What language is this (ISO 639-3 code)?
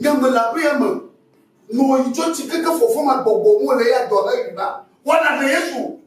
ewe